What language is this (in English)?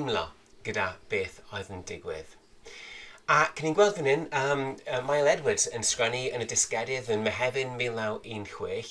Welsh